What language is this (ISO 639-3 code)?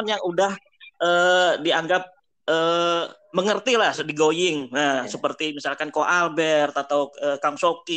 ind